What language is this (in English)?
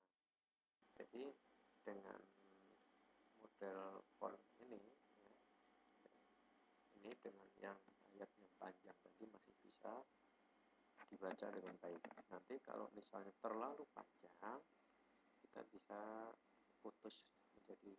Indonesian